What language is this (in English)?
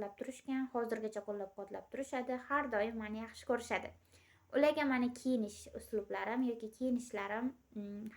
Uzbek